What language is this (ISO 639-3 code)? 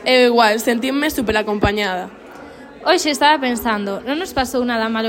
glg